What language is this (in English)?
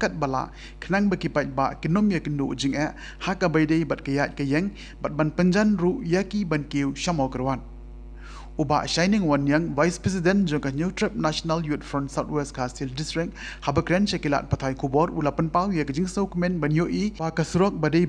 Khasi